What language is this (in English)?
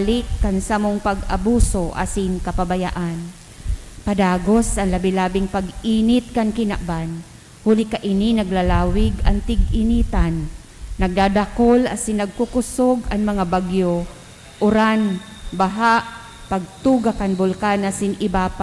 Bikol